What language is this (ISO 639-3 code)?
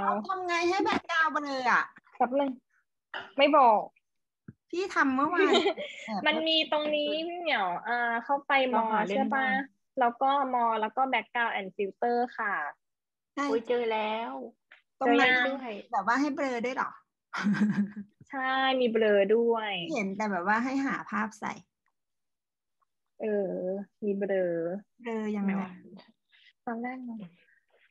tha